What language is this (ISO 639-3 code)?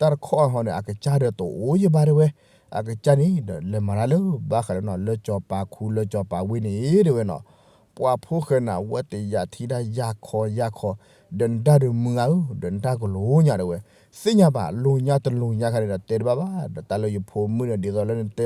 ksw